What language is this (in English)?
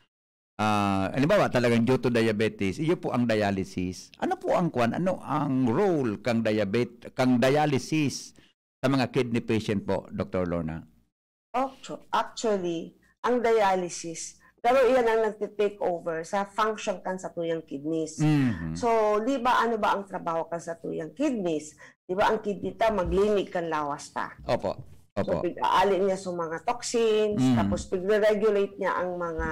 Bikol